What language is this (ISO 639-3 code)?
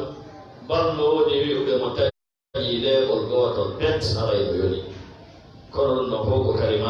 ful